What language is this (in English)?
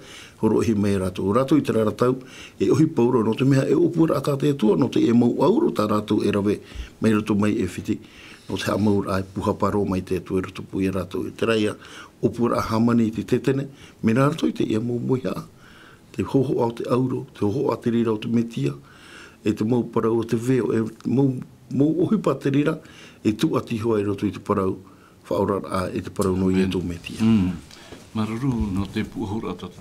Tahitian